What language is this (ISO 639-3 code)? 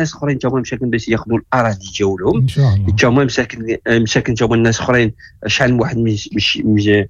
ary